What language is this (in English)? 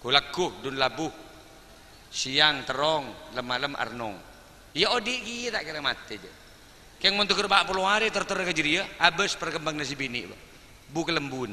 Madurese